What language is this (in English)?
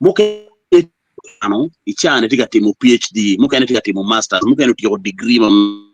Acoli